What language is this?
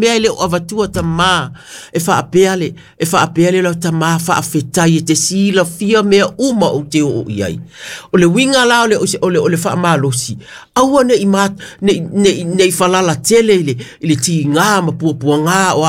Samoan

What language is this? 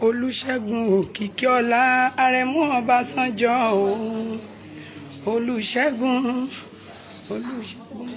Yoruba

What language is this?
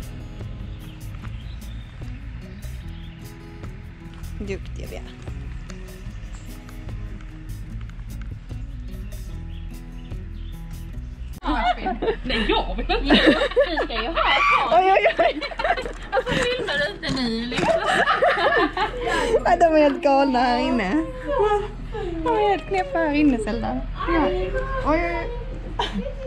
Swedish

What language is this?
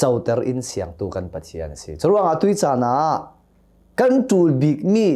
Hakha Chin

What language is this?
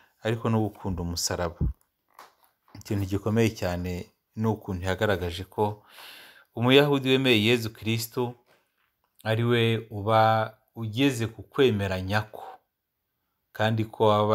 Kinyarwanda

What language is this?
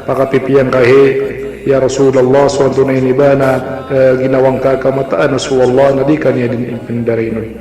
Maranao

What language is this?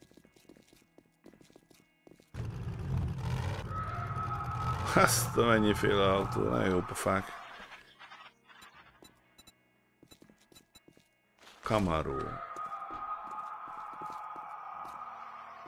Hungarian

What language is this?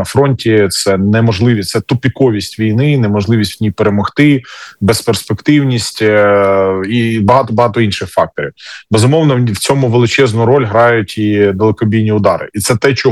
Ukrainian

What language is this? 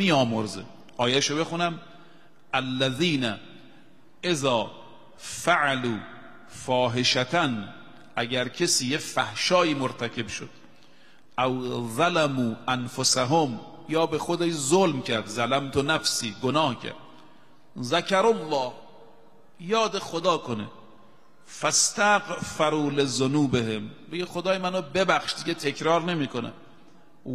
Persian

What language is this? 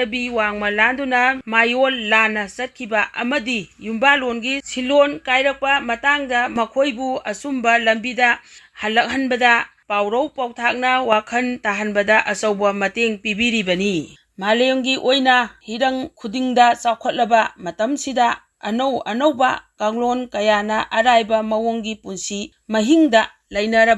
Manipuri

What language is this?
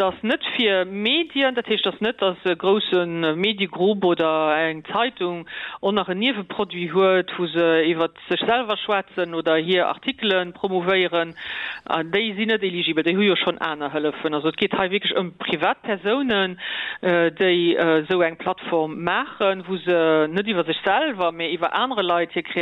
Luxembourgish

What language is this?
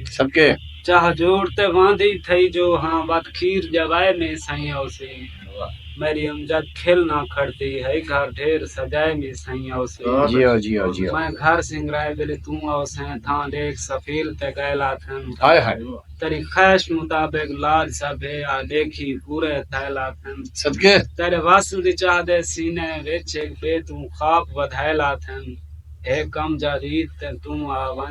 Saraiki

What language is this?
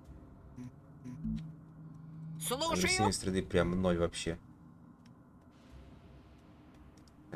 Russian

